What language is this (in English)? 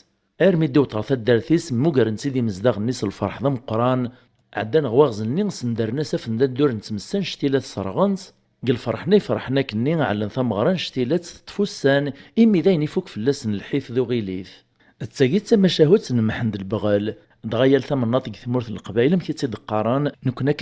Kabyle